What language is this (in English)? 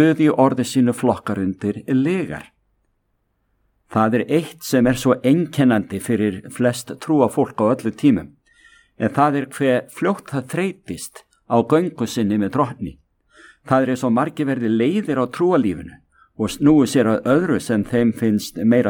Icelandic